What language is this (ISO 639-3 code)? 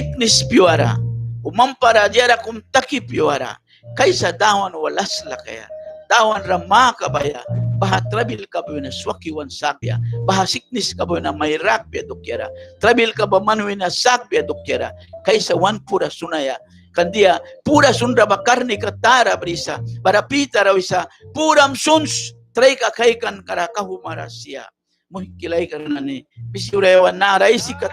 miq